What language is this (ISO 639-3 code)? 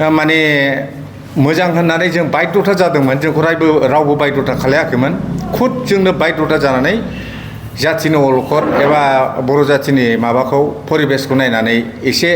brx